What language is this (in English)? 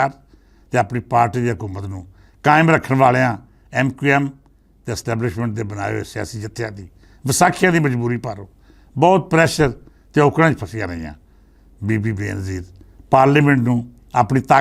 Western Panjabi